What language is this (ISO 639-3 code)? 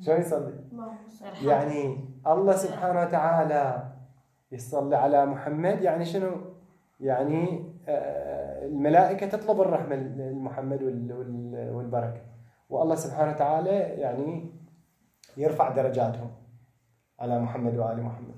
acm